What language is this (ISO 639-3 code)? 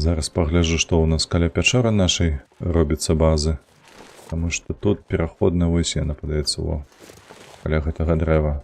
bel